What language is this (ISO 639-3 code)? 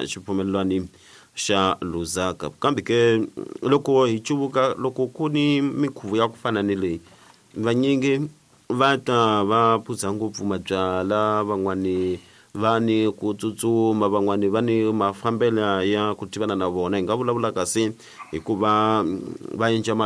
tso